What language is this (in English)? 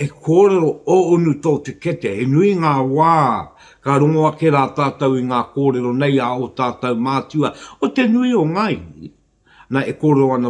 Māori